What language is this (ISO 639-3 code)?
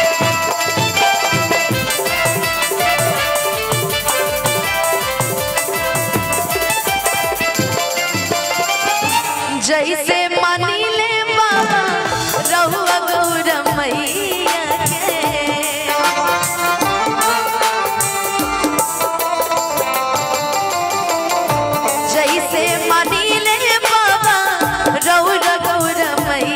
bho